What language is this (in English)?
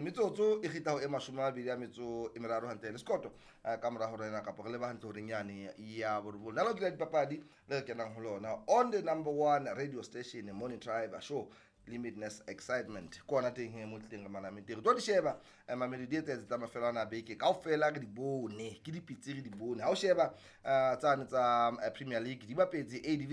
Southern Sotho